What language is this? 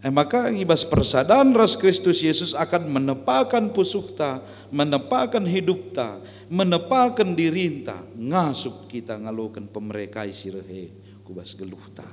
Batak Karo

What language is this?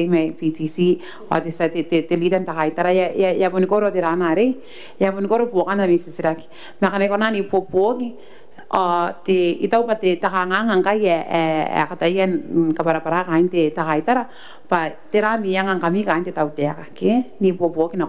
Gilbertese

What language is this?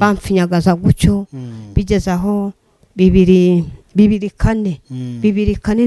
Kinyarwanda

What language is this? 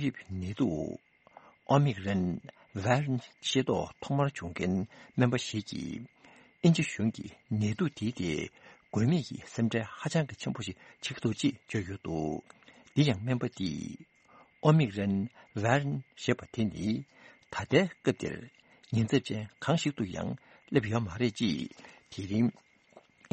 Tibetan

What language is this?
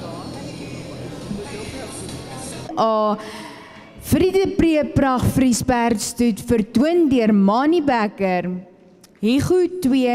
Afrikaans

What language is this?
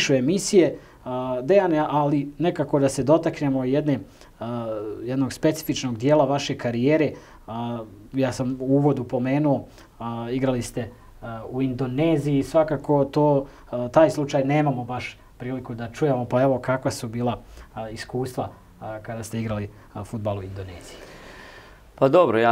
Bosnian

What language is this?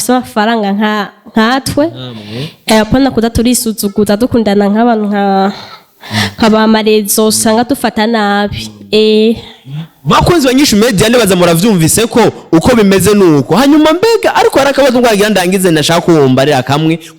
Rundi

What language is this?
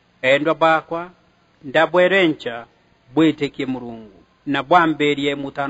Meru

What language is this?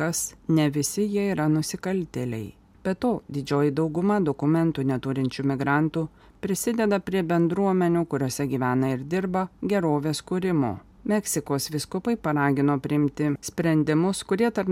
Lithuanian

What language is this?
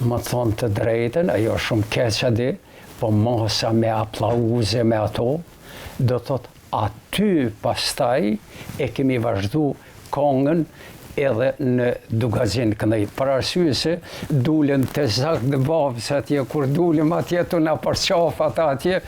Albanian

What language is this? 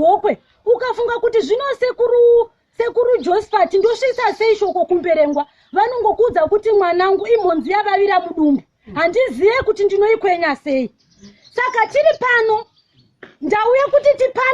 Shona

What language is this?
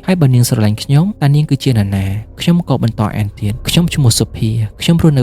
Khmer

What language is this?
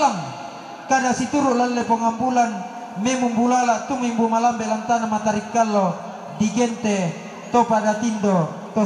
Toraja-Sa'dan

